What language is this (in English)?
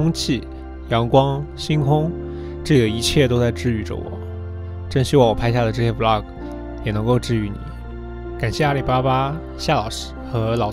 Chinese